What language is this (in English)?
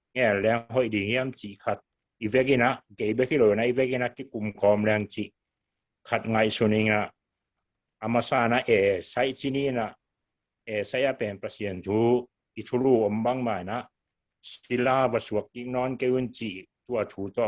Tedim Chin